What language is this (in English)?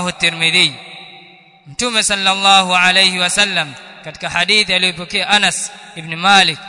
Swahili